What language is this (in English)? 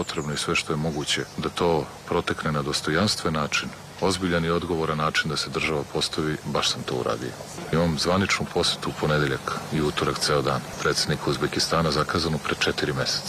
Serbian